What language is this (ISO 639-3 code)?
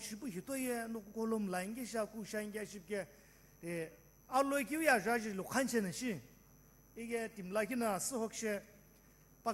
nsm